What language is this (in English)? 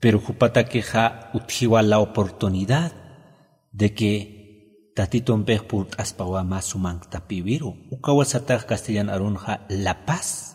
Aymara